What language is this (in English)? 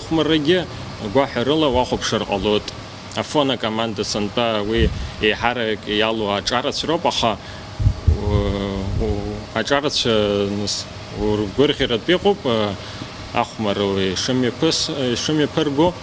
Abkhazian